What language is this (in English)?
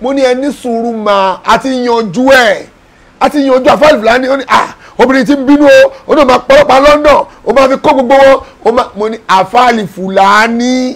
Yoruba